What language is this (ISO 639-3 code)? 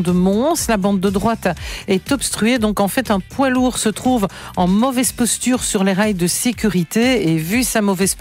fra